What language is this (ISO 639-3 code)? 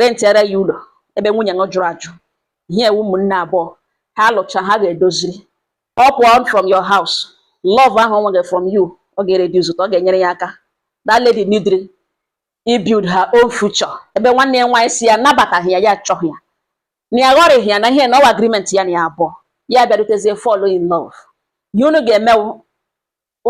ibo